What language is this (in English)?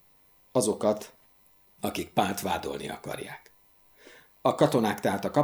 Hungarian